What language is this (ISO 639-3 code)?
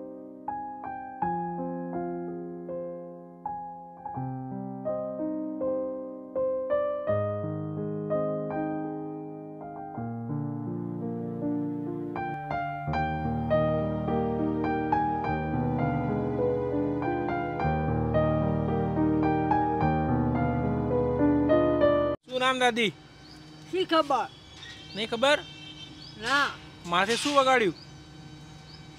guj